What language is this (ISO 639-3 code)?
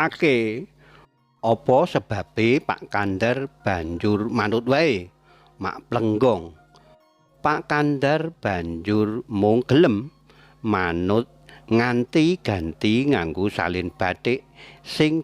jav